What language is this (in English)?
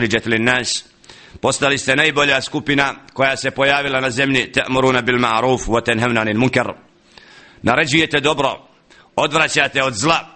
Bosnian